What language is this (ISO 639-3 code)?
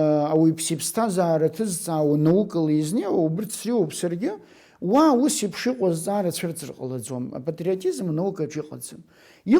abk